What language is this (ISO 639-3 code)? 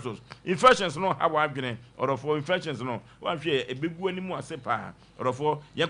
aka